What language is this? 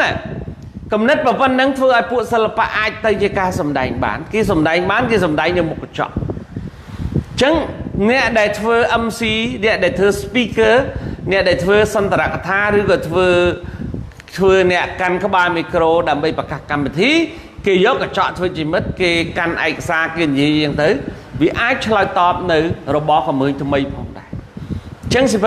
Khmer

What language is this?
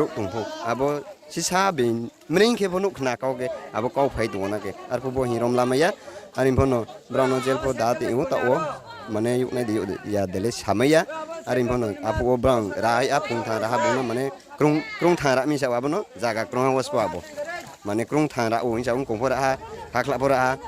Riang (India)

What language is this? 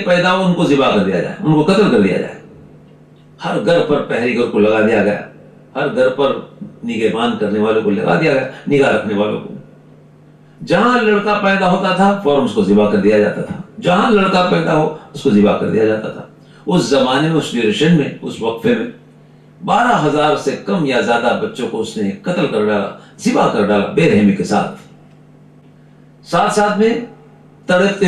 Urdu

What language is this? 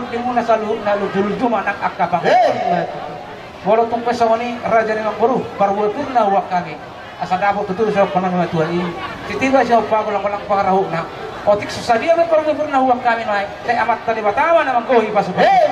Batak Toba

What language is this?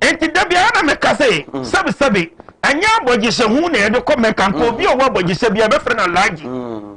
Akan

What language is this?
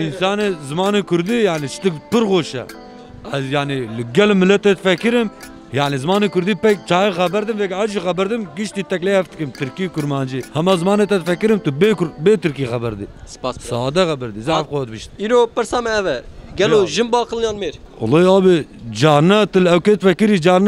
Kurdish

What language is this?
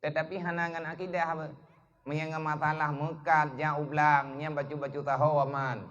Achinese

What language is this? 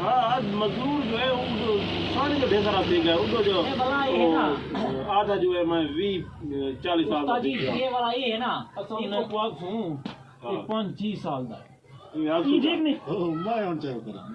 Saraiki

